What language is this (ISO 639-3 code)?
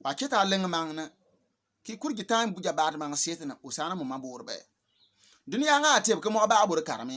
bim